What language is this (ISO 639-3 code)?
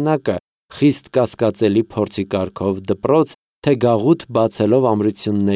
hye